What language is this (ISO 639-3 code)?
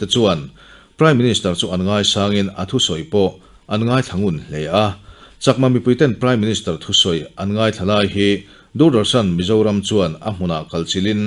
lus